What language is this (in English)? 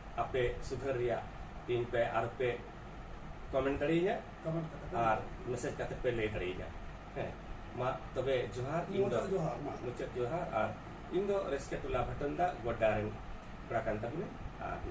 Santali